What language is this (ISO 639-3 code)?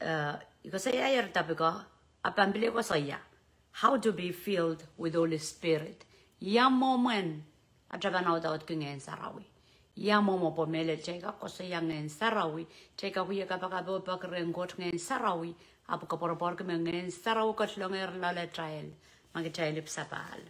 pon